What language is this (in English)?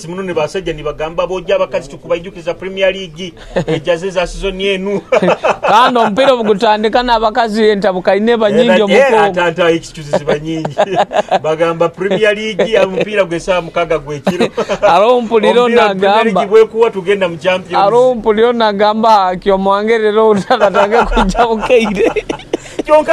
Nyoro